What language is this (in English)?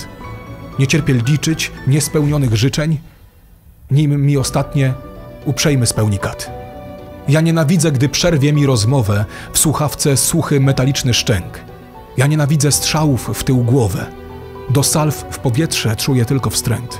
Polish